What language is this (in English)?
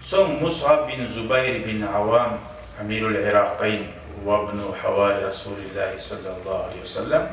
Kumyk